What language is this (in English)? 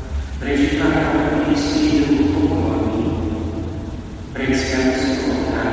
Slovak